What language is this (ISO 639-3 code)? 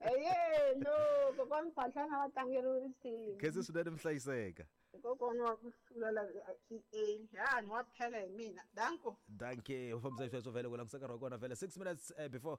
tso